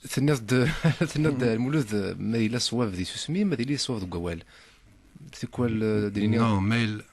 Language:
Kabyle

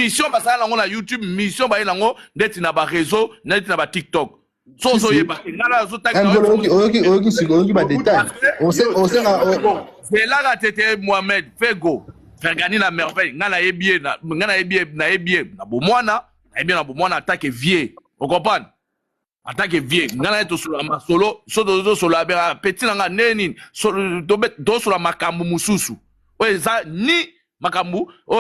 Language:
Lingala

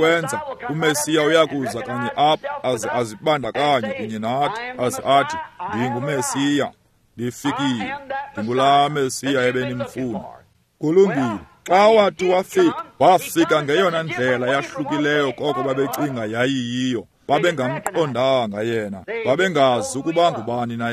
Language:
Xhosa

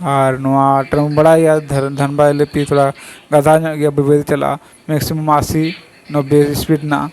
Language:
Santali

